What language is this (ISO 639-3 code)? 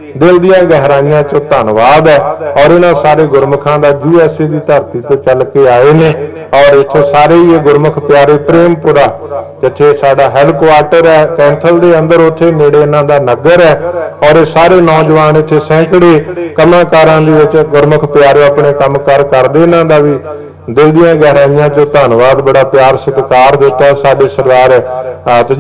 pan